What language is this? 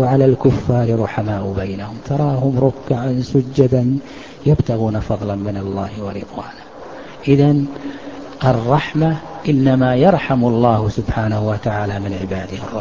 Arabic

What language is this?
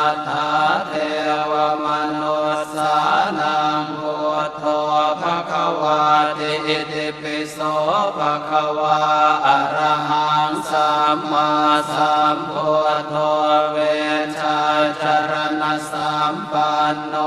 Pali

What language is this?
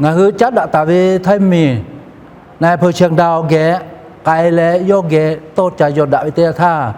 Lahu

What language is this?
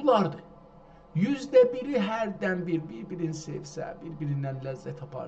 South Azerbaijani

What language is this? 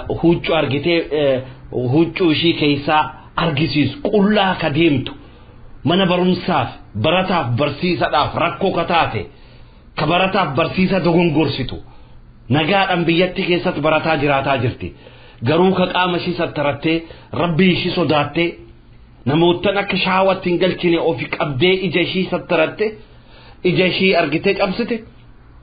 Oromo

